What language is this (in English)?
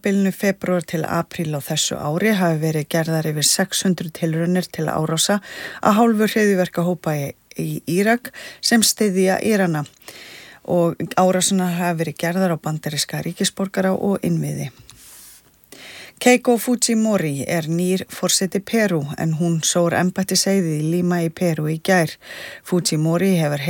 Icelandic